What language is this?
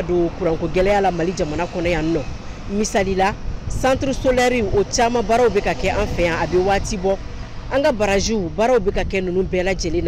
Bambara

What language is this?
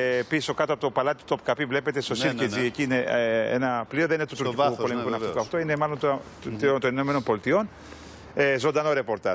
Greek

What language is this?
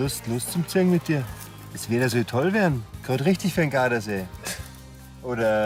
Bavarian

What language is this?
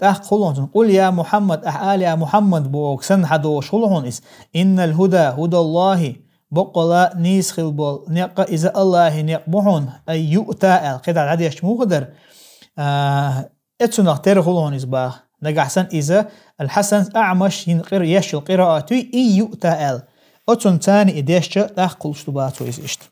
Chechen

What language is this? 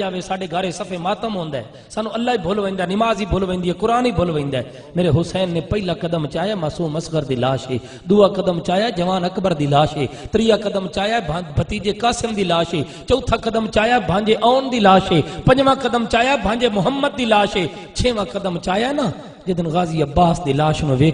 Saraiki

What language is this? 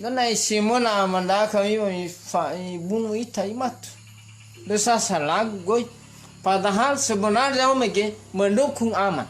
Nias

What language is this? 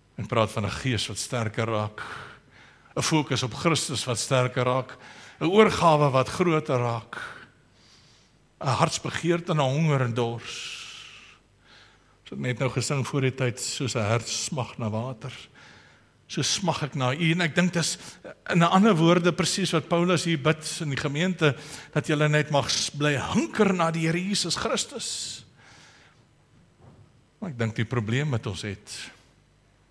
Afrikaans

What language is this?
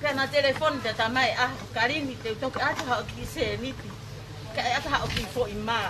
Tongan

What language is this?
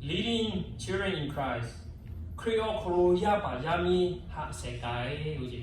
Lahu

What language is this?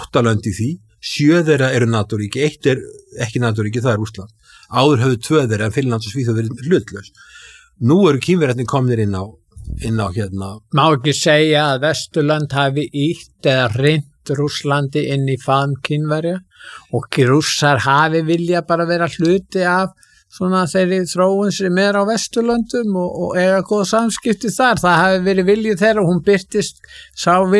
Icelandic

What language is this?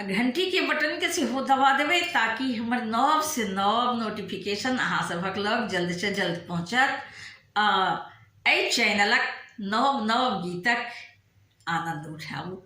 Maithili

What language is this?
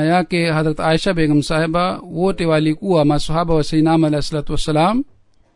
Swahili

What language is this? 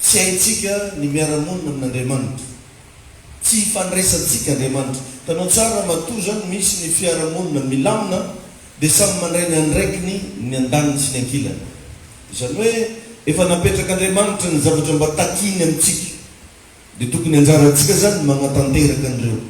Malagasy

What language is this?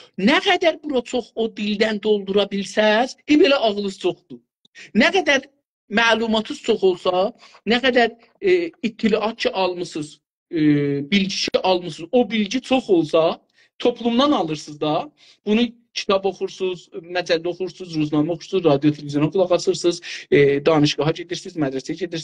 South Azerbaijani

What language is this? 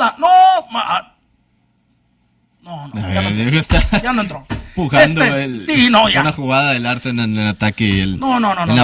Spanish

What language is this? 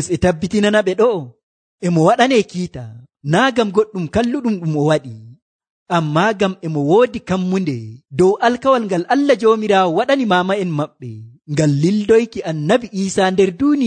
Nigerian Fulfulde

